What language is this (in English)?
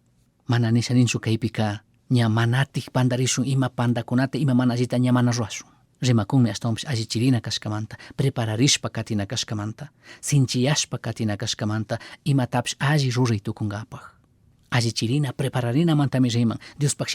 Chimborazo Highland Quichua